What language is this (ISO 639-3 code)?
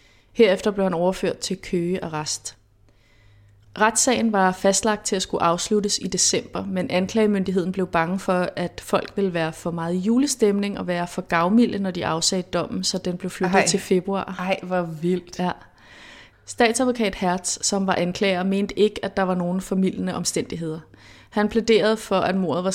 dan